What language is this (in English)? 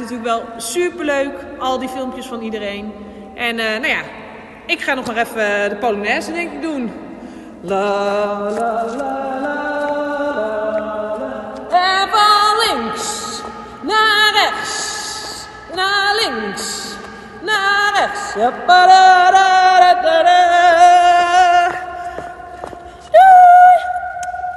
Dutch